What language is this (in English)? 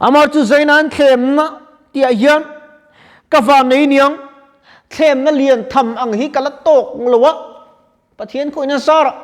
Mizo